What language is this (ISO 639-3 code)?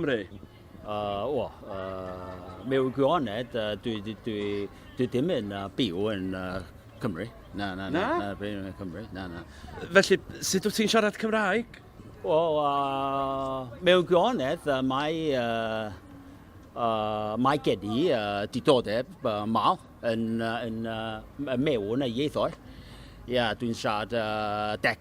cym